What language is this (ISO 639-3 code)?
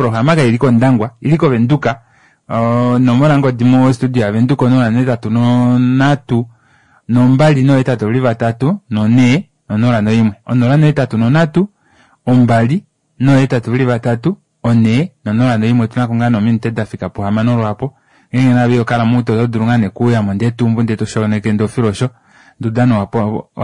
kua